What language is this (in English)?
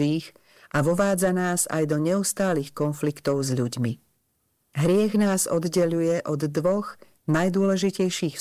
Slovak